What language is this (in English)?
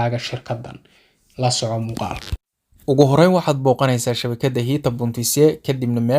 Somali